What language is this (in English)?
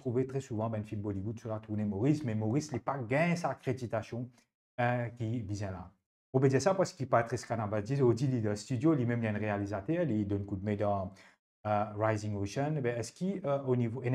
Morisyen